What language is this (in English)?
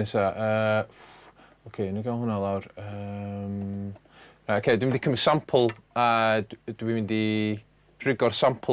Welsh